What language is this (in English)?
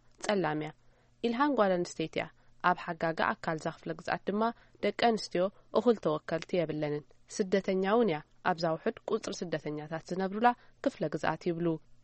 Tigrinya